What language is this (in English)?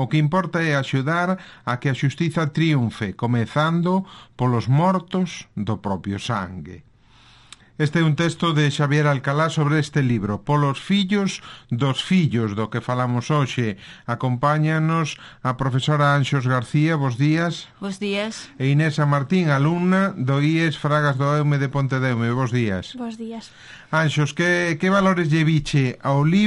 Galician